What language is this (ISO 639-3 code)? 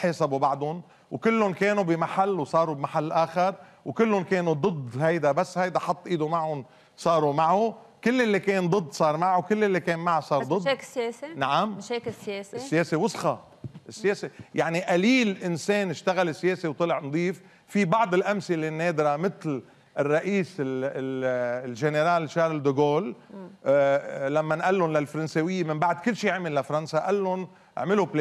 apc